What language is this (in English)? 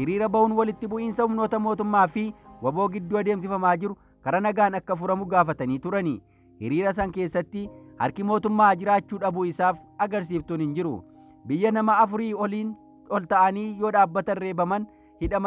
Oromo